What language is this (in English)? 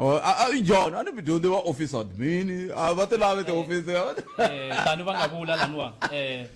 Tsonga